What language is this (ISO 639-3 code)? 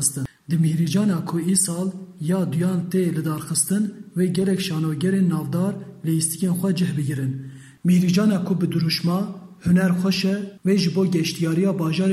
kur